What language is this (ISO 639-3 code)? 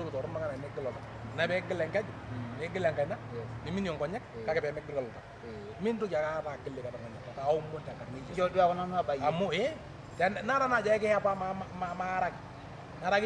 mas